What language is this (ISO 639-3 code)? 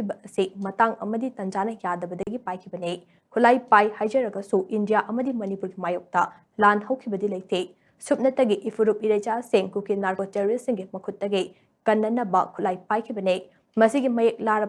mni